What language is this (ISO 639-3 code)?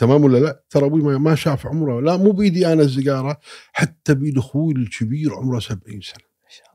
afb